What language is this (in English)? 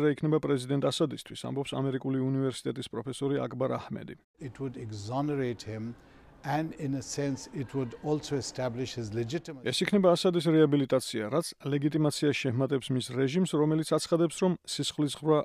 Georgian